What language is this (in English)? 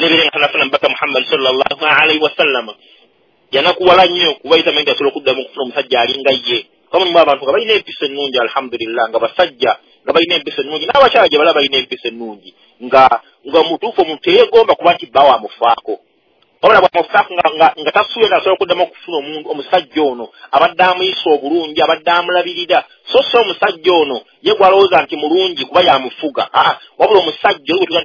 Ganda